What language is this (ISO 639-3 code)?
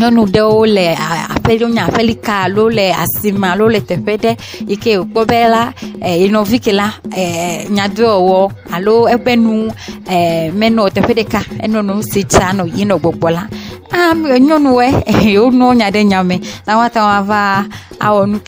ewe